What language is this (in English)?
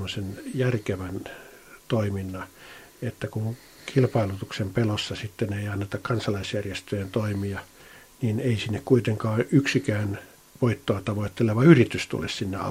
Finnish